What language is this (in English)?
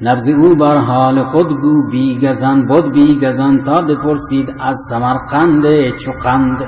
Baluchi